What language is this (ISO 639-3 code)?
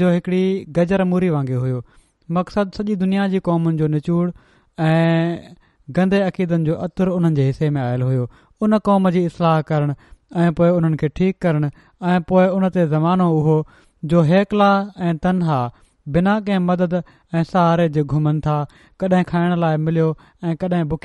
snd